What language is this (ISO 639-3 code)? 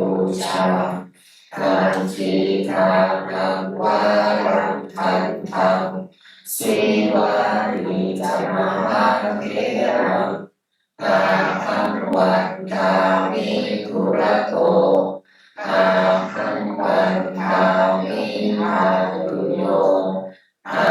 pli